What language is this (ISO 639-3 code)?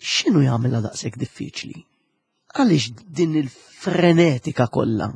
mlt